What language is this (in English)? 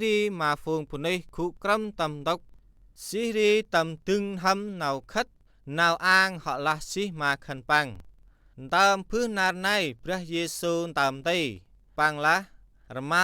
Central Mnong